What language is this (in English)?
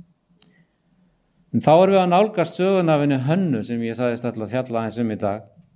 Icelandic